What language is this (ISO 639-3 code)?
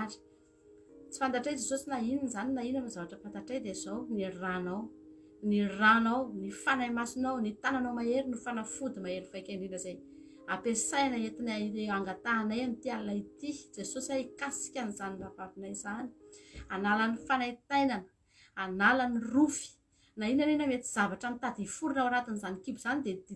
mlg